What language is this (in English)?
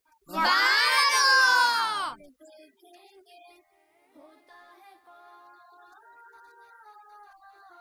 Urdu